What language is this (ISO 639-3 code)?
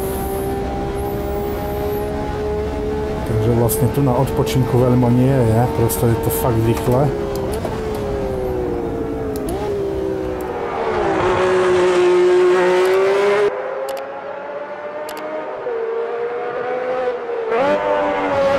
slk